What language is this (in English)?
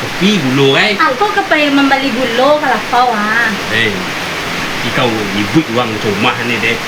Minangkabau